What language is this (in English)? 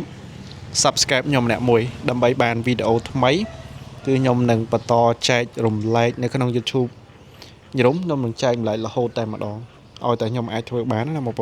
Khmer